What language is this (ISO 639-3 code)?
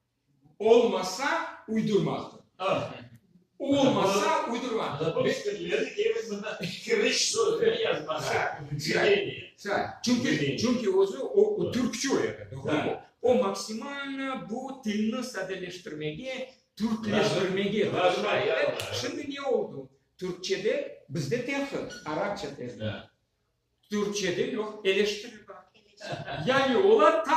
crh